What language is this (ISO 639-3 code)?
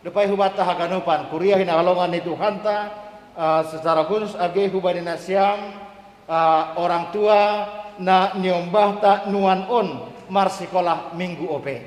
bts